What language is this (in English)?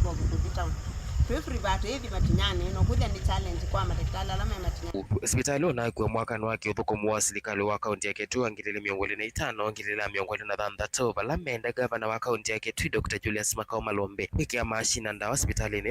Kamba